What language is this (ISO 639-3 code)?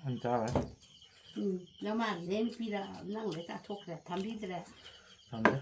mni